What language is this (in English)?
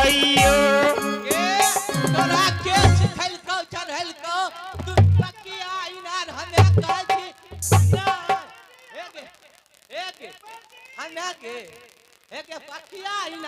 Angika